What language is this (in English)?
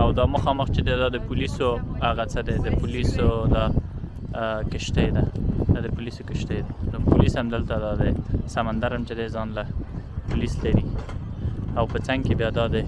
Pashto